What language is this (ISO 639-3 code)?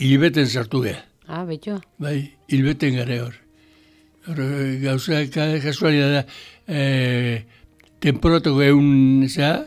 eus